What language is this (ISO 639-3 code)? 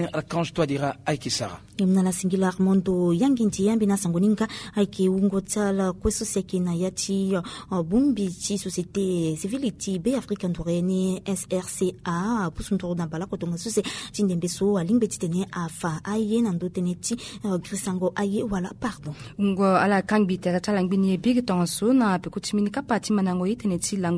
sag